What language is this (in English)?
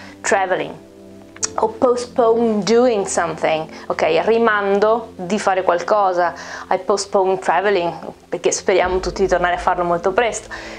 Italian